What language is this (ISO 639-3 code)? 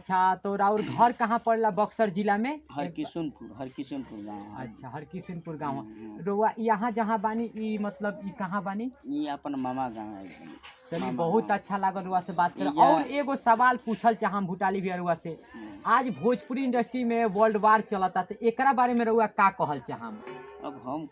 bho